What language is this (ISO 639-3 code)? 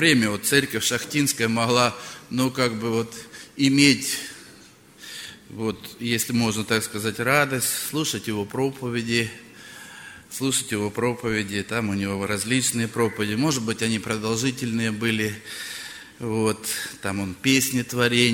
rus